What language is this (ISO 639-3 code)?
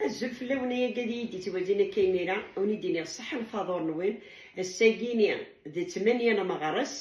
kab